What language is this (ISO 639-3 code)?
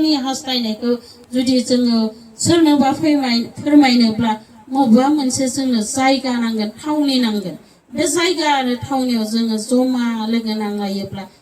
brx